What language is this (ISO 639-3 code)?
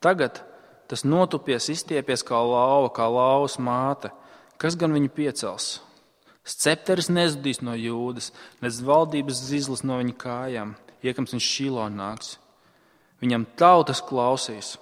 lav